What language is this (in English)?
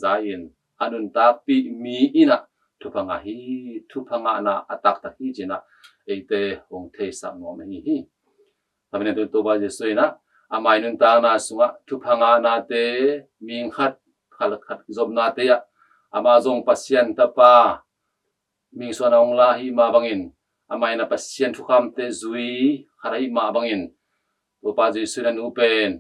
Tedim Chin